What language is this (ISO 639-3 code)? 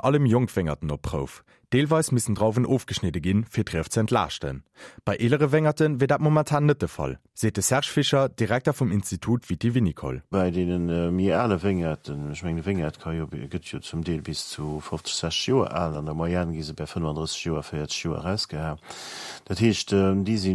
ltz